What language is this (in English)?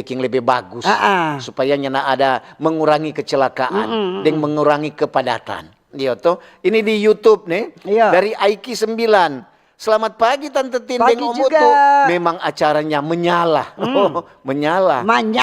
Manado Malay